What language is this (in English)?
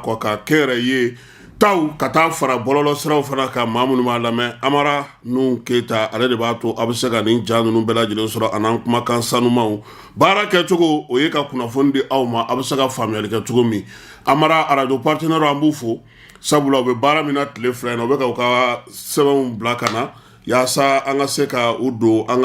Bambara